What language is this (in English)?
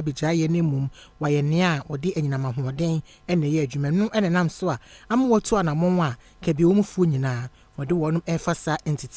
Akan